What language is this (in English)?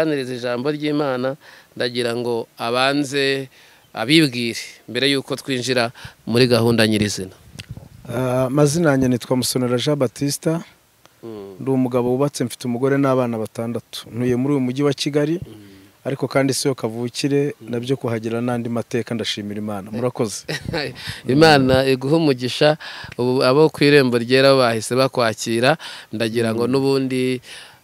Kinyarwanda